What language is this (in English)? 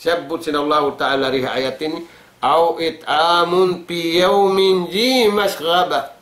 Tausug